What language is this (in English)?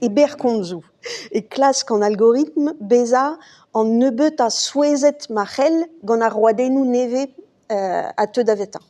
Breton